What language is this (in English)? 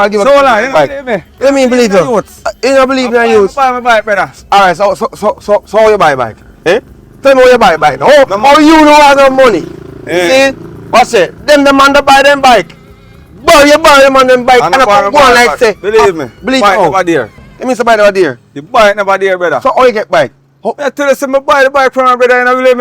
Jamaican Creole English